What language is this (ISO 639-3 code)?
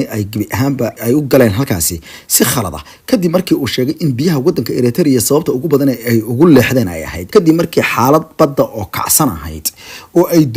som